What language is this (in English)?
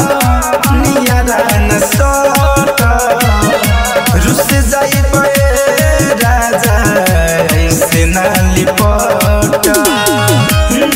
Bhojpuri